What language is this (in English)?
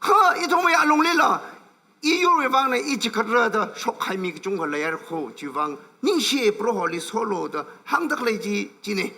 Tangkhul Naga (India)